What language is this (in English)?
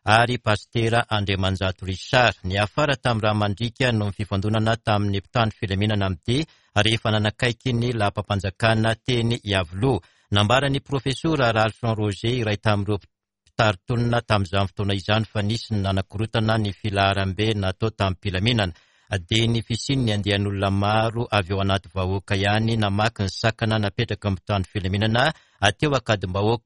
Malagasy